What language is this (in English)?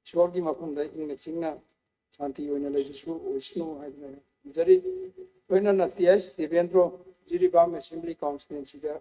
Manipuri